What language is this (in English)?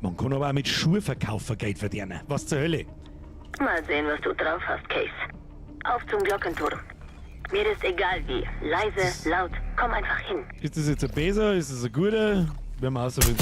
Bavarian